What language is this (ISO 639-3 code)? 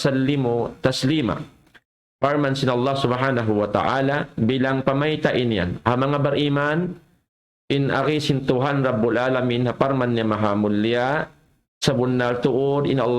tsg